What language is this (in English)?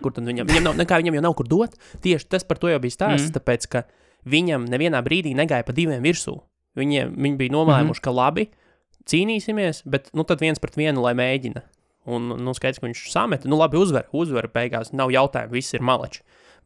Latvian